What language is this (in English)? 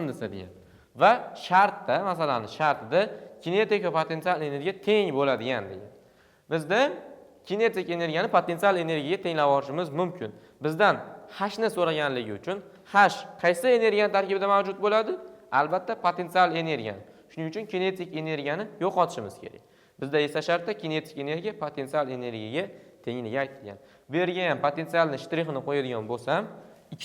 Uzbek